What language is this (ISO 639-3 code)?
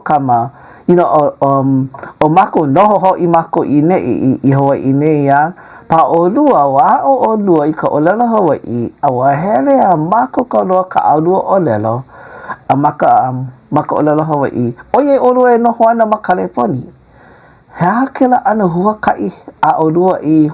haw